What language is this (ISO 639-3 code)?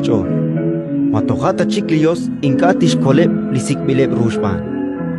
kek